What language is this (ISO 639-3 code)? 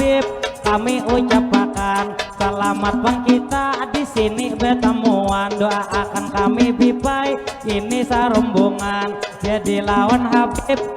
bjn